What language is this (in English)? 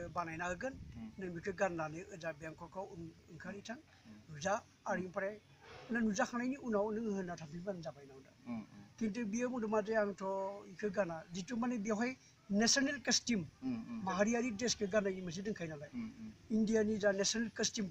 Bodo